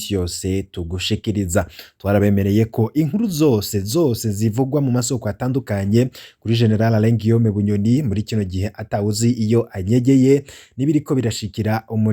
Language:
Rundi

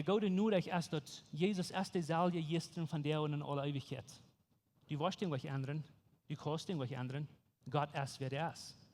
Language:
Plautdietsch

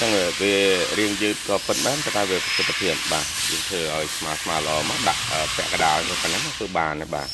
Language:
Khmer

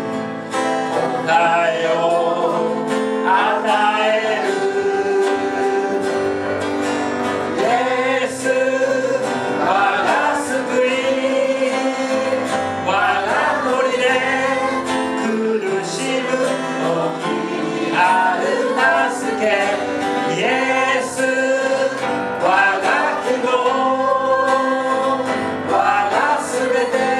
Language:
Japanese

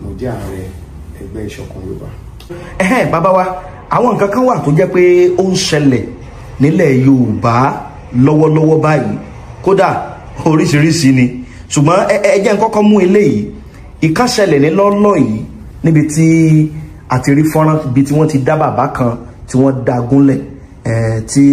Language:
Yoruba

